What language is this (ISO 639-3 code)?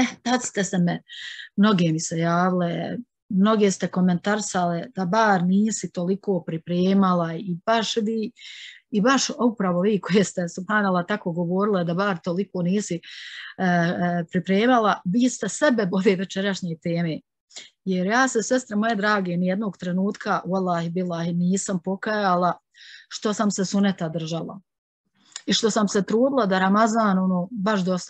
bos